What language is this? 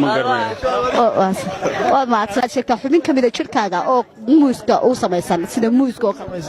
Somali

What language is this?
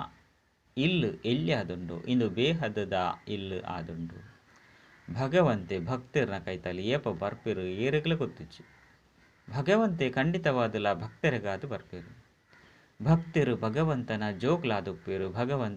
Tulu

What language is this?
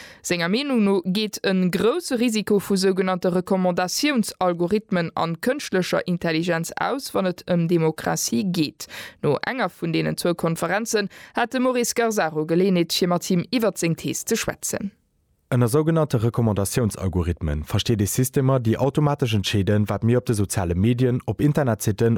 Luxembourgish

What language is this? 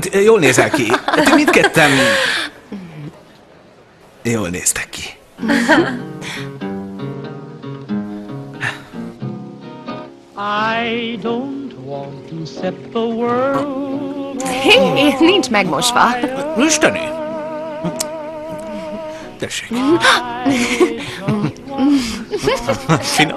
Hungarian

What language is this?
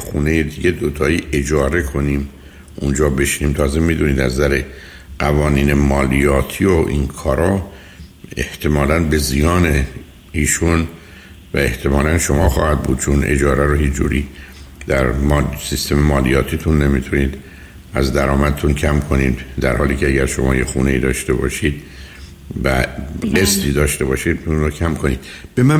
Persian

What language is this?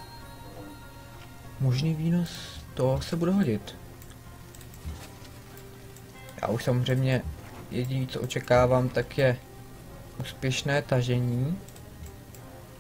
Czech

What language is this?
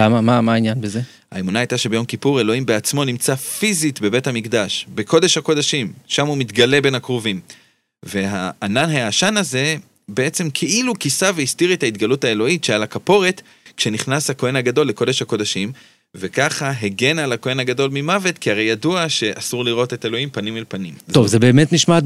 Hebrew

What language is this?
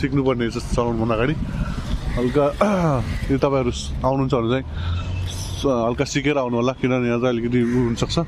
Nepali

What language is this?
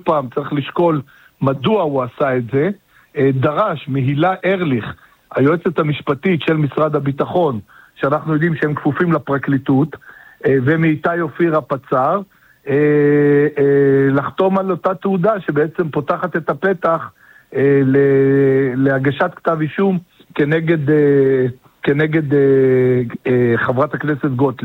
Hebrew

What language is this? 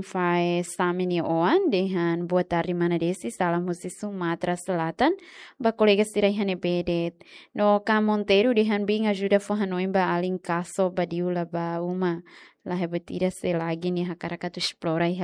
Tetum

